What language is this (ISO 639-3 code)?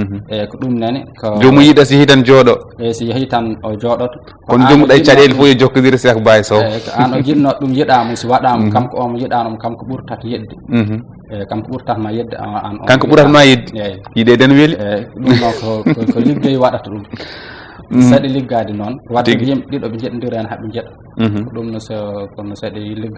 ful